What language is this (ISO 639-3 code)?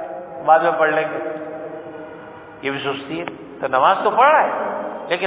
urd